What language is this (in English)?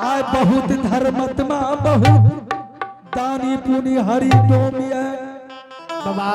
Angika